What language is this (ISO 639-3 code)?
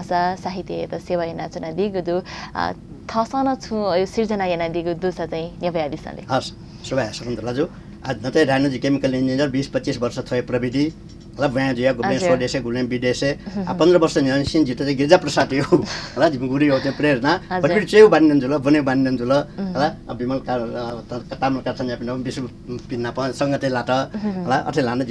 new